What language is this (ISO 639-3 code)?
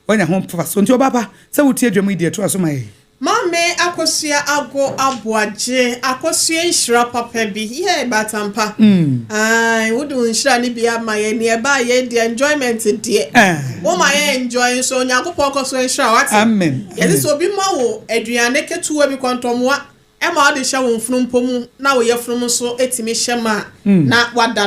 aka